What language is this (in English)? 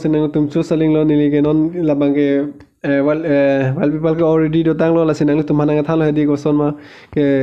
Karbi